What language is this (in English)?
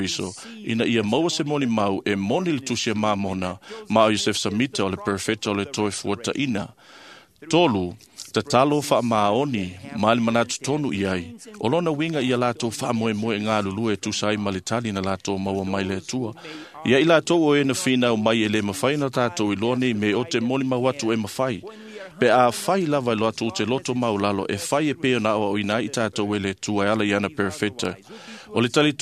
Samoan